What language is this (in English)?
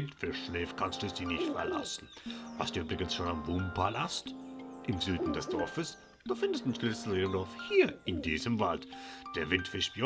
Swiss German